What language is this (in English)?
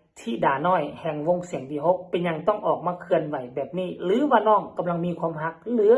Northeastern Thai